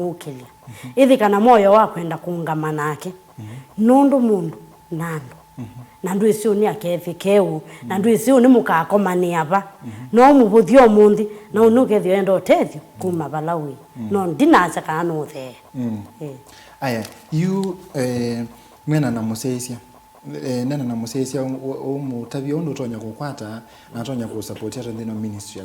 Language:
Kamba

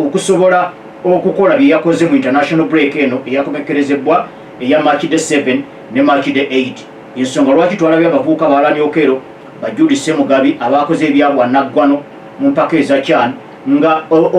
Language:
Ganda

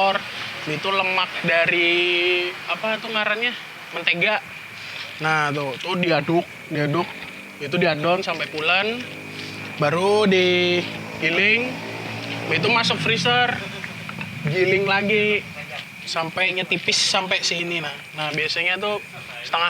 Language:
Banjar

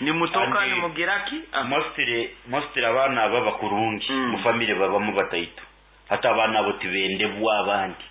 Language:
Nyankole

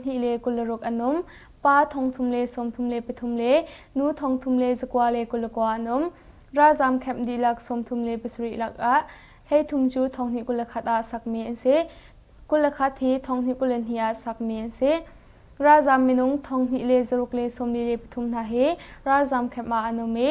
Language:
Hakha Chin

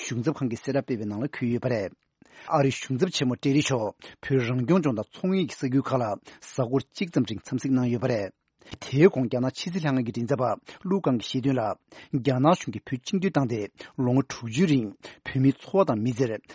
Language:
Tibetan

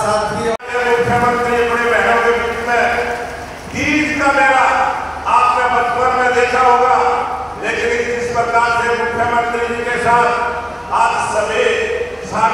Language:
Hindi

